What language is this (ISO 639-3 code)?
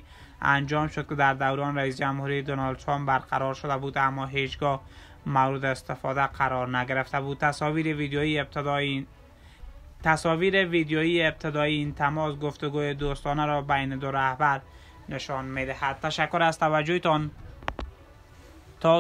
fas